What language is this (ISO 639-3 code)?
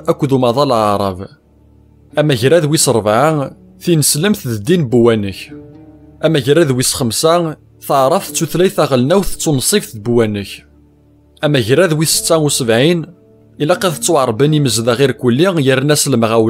kab